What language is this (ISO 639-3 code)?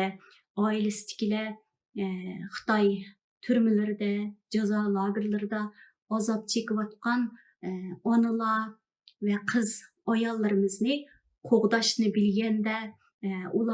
uig